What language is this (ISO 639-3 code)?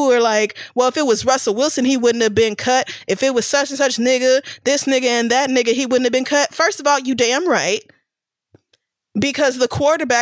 eng